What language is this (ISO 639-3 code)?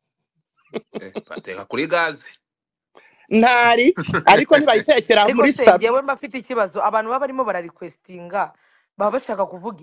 kin